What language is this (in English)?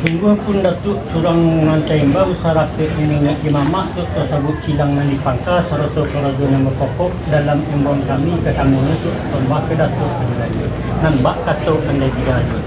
Minangkabau